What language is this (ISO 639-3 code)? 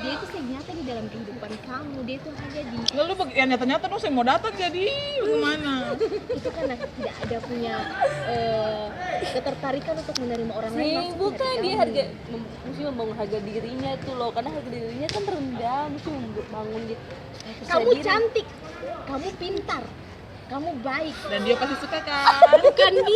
abs